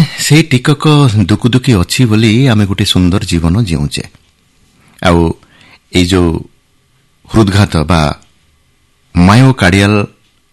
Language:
Odia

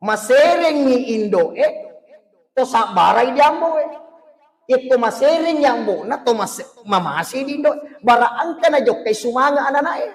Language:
Buginese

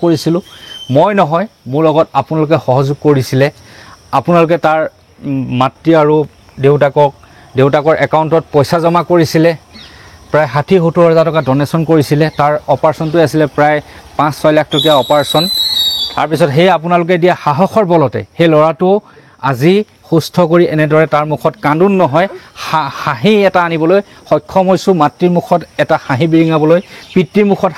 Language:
Assamese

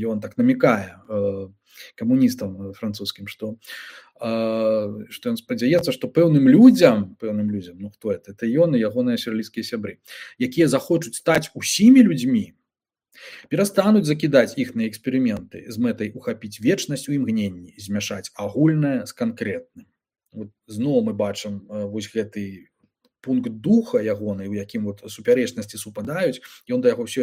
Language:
Belarusian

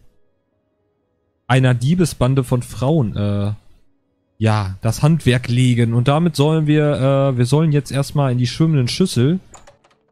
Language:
German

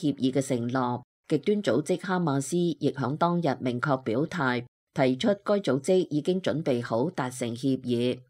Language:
Cantonese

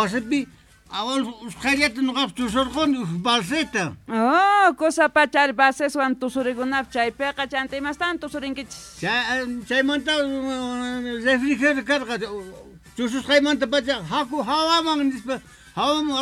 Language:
Quechua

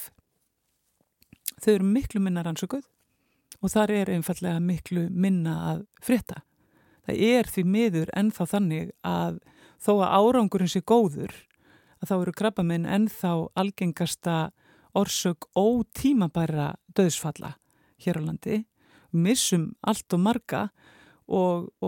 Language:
Icelandic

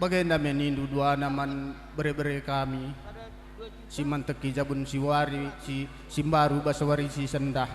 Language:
Batak Karo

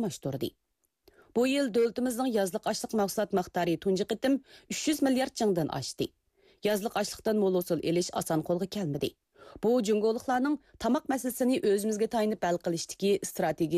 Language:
Uyghur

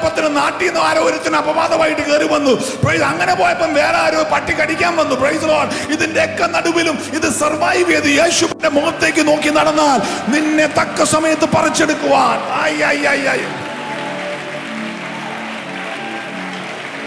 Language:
Malayalam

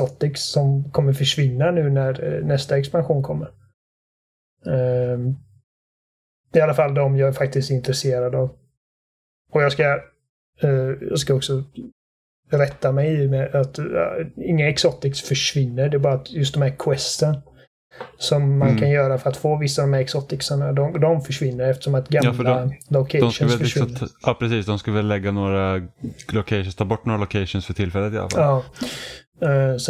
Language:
Swedish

